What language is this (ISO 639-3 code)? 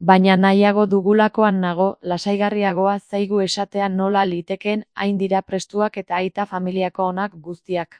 eus